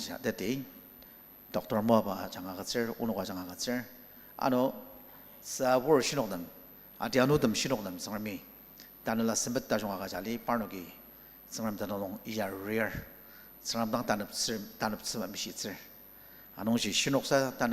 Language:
Ao Naga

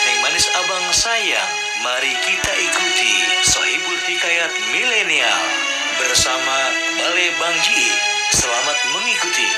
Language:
Betawi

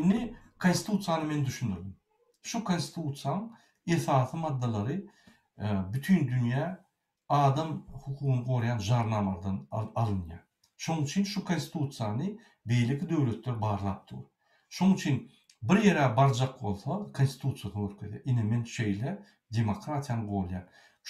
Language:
Turkmen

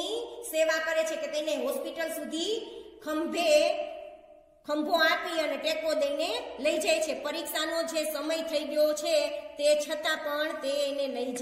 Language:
Gujarati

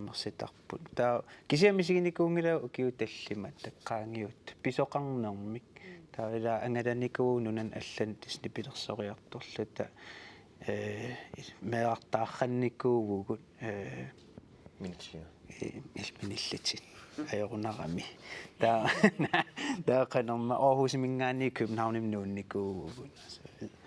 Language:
Kalaallisut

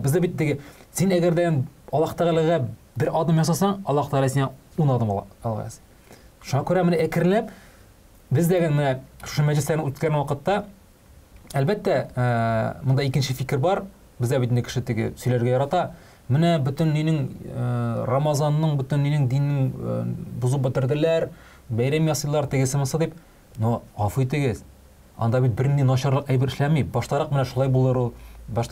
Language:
Tatar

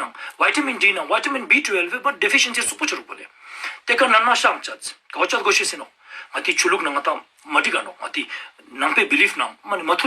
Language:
Ladakhi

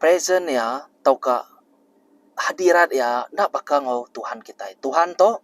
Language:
Iban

